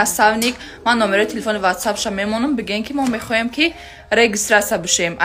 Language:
Tajik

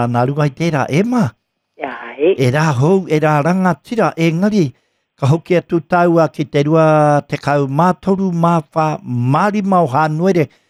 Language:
Māori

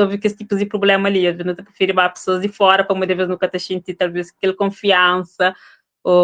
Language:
Kabuverdianu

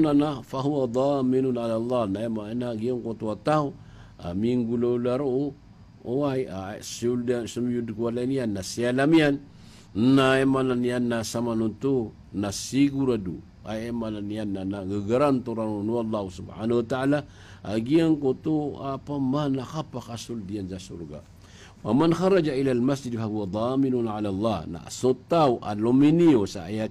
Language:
Maranao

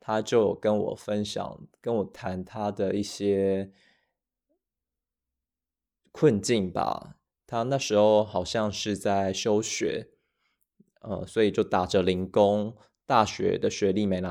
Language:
Chinese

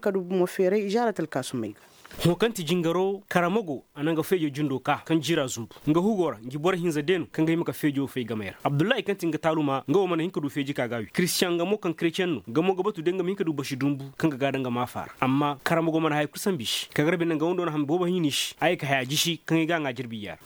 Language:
Koyraboro Senni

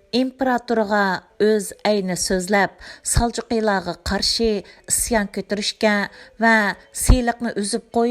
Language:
Uyghur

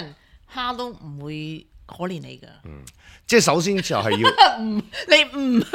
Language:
Cantonese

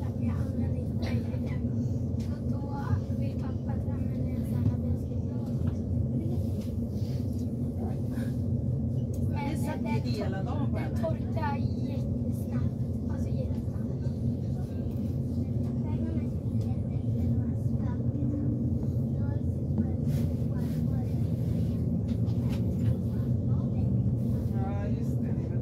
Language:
Swedish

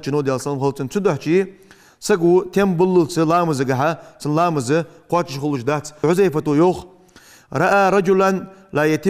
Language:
Ingush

